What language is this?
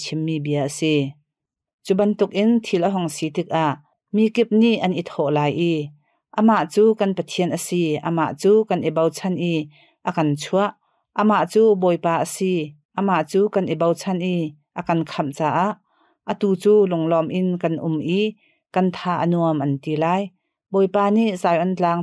Hakha Chin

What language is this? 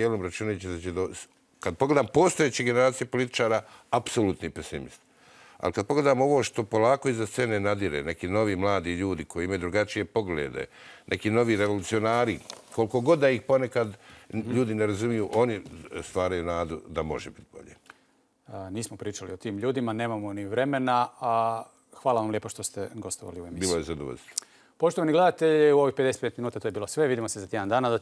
Croatian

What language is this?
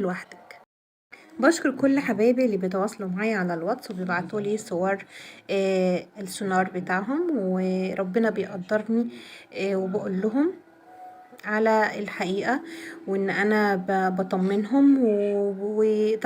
Egyptian Arabic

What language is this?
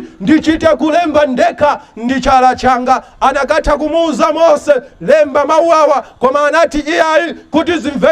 Nyanja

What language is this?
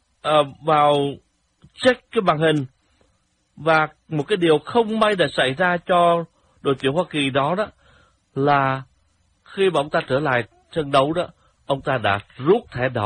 Vietnamese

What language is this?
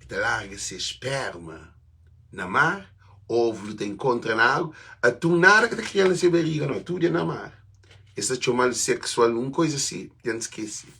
Kabuverdianu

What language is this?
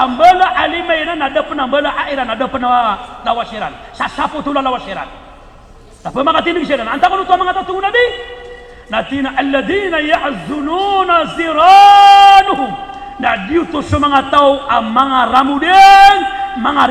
Maranao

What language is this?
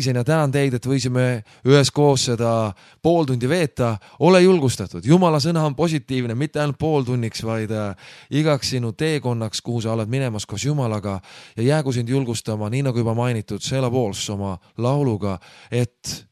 Estonian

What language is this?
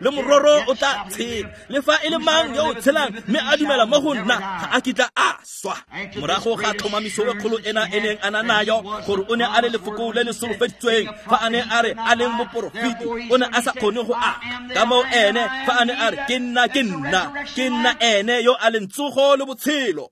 Tswana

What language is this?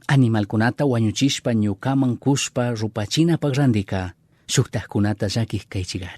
Chimborazo Highland Quichua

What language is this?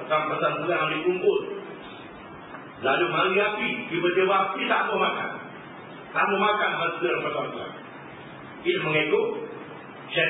Malay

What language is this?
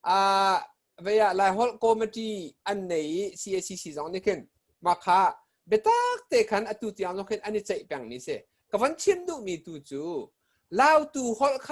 Hakha Chin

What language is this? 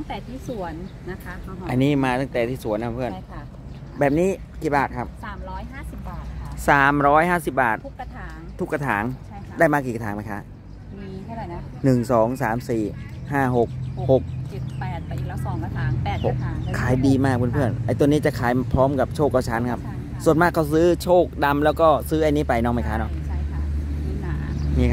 Thai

